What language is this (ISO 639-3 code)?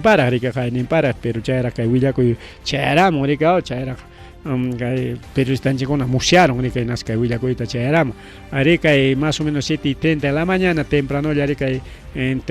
quy